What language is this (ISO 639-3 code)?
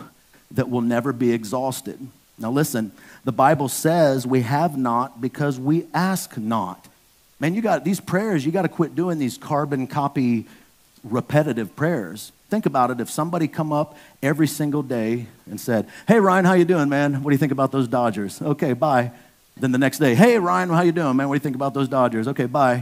eng